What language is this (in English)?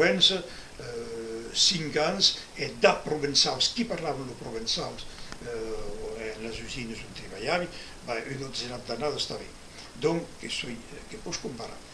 Occitan